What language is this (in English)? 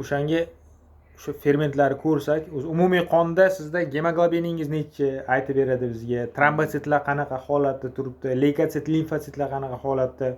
Uzbek